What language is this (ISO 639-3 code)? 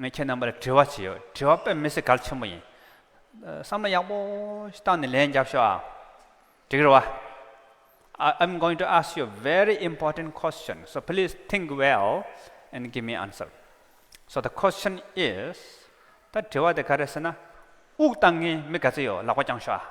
bod